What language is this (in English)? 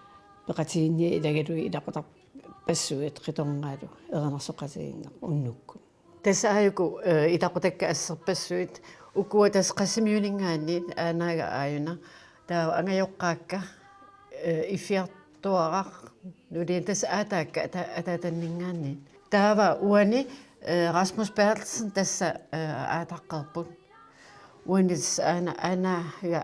Kalaallisut